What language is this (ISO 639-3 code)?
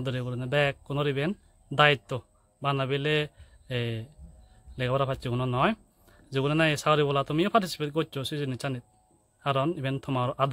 ccp